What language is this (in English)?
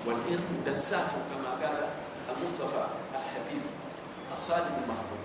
Pular